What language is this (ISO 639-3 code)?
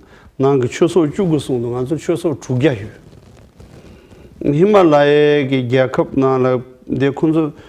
bod